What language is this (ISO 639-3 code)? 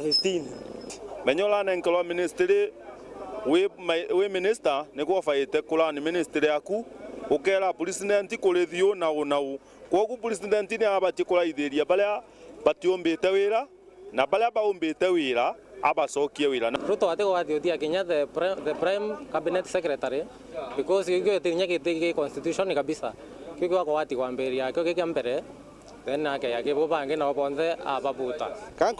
mer